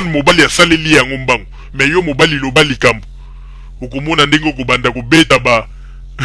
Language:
Lingala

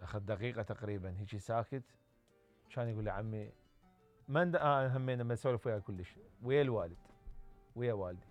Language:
Mesopotamian Arabic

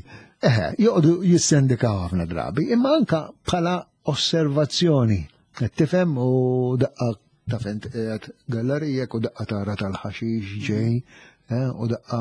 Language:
Maltese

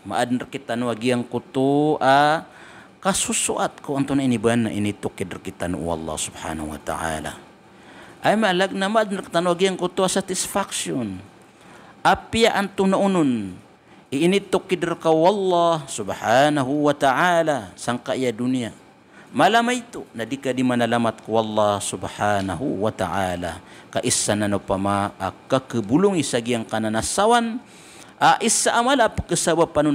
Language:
Maranao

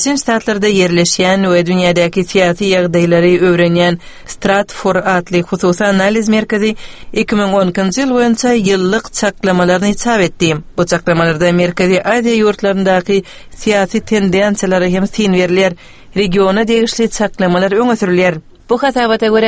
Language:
Turkmen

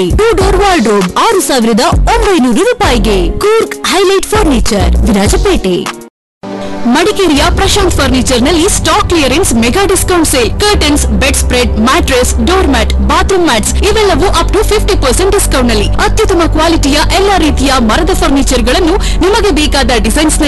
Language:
Kannada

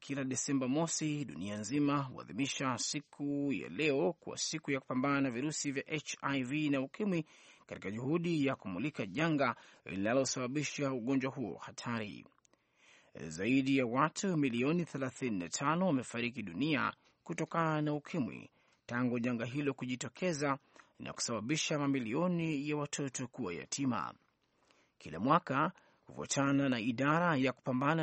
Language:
Swahili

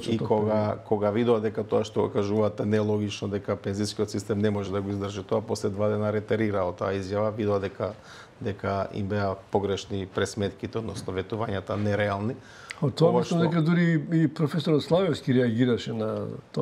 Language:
Macedonian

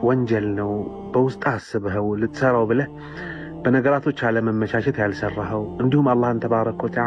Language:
Amharic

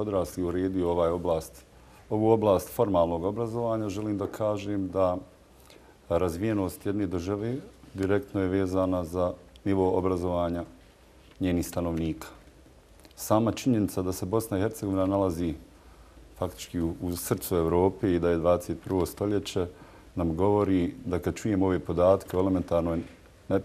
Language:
Bosnian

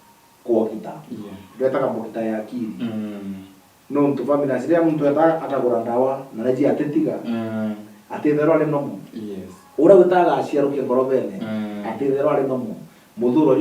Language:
Meru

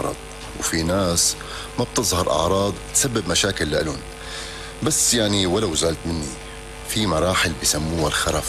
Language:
North Levantine Arabic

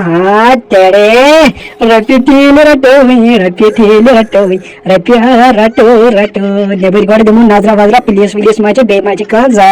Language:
Kashmiri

